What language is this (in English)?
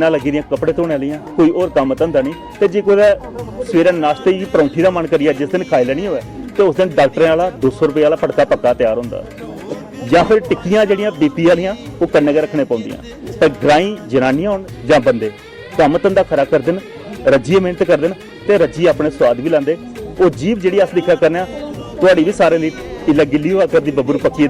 Dogri